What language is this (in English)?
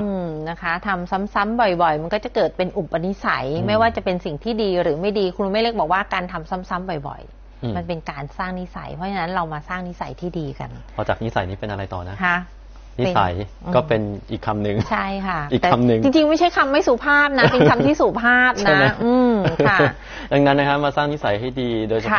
Thai